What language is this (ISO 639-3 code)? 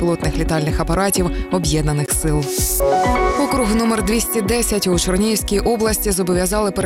ukr